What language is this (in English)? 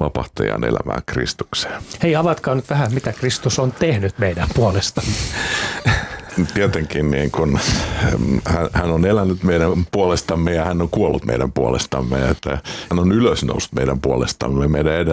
Finnish